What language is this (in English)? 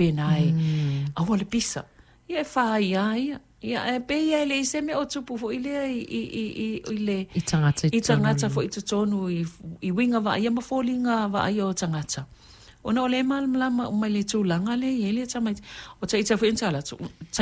Samoan